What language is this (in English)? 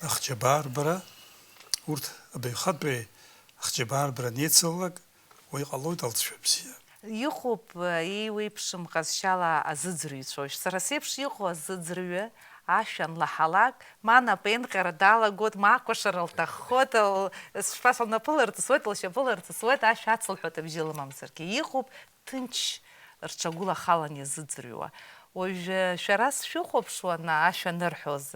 Abkhazian